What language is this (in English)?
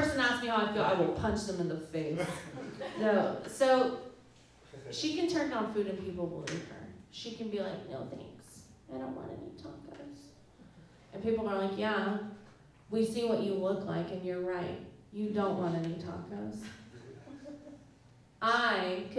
English